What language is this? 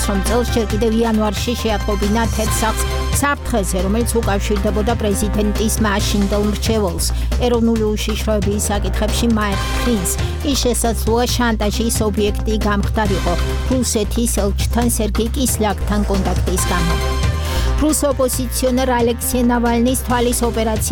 Georgian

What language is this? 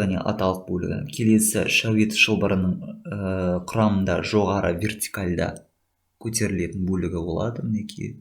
Kazakh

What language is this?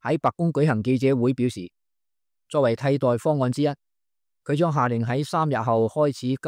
Cantonese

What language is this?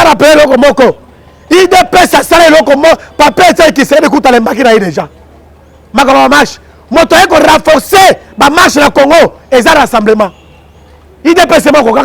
Lingala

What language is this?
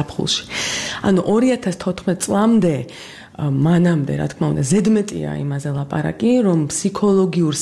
Georgian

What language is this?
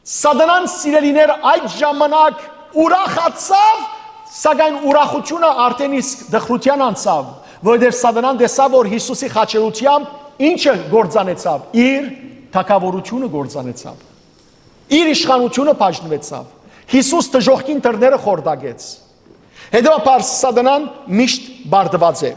Western Armenian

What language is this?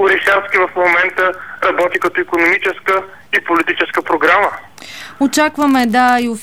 Bulgarian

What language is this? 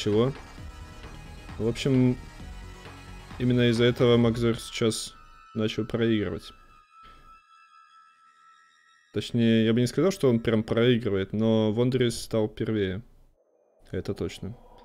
Russian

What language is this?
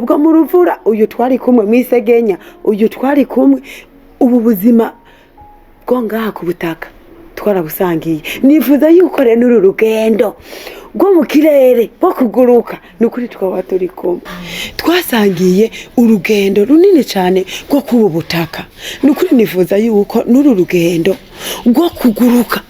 Rundi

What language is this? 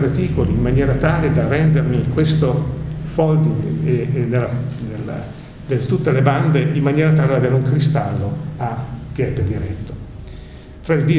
Italian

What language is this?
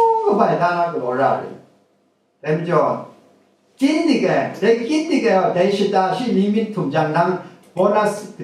Kachin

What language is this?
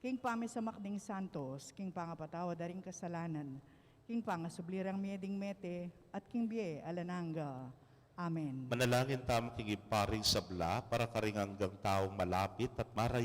Pampanga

